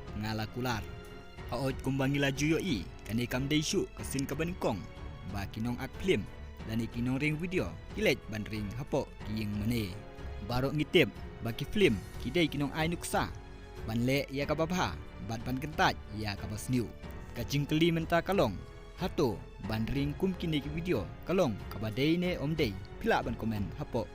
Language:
Khasi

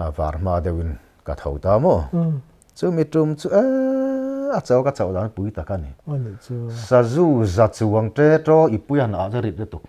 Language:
Mizo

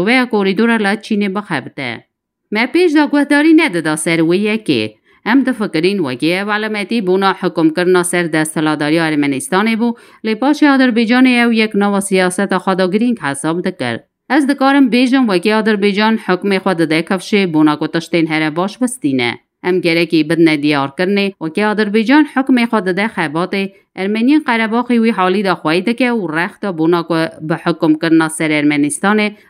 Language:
Kurdish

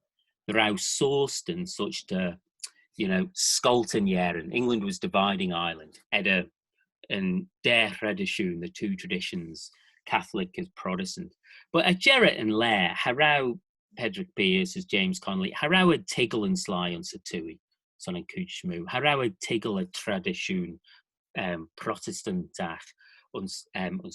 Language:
Manx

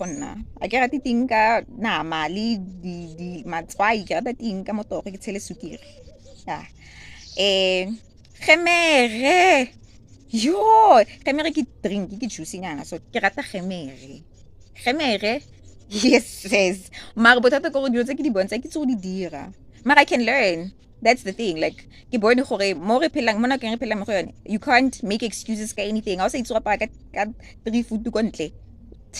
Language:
Tswana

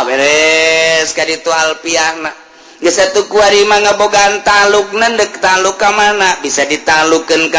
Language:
Sundanese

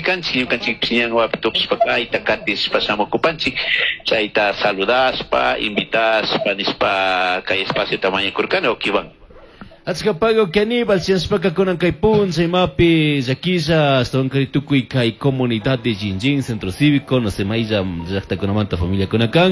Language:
Chimborazo Highland Quichua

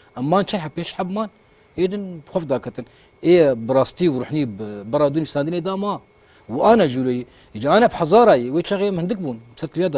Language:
Kurdish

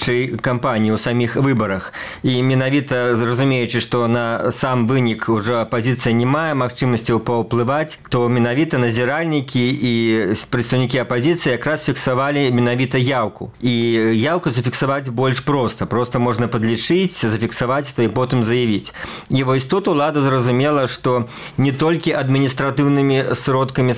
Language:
Belarusian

